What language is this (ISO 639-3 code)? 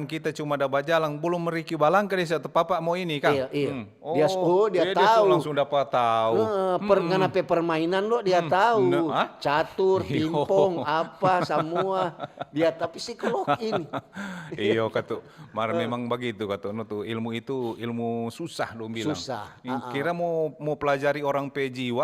xmm